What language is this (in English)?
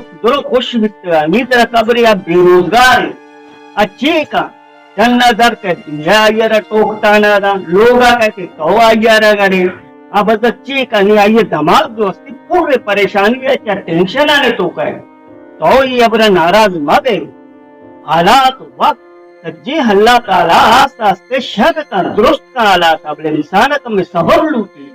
Baluchi